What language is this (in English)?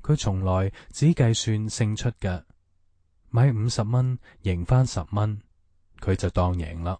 Cantonese